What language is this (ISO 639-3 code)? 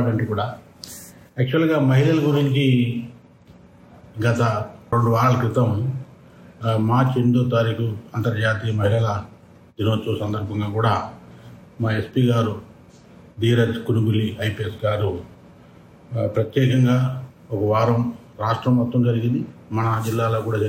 tel